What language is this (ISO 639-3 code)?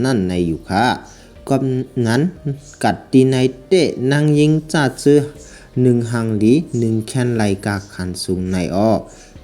shn